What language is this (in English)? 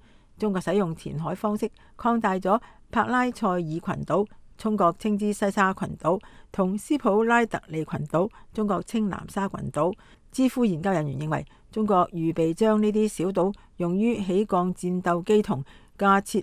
Cantonese